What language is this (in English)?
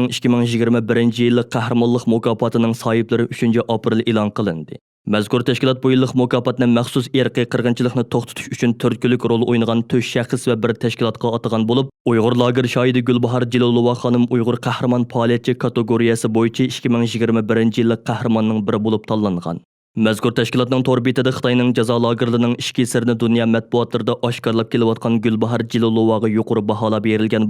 Uyghur